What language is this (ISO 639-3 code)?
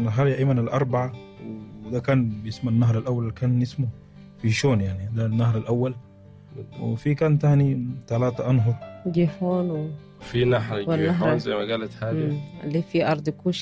apd